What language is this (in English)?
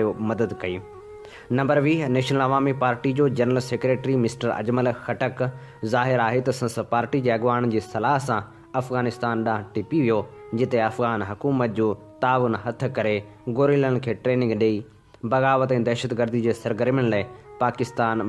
Sindhi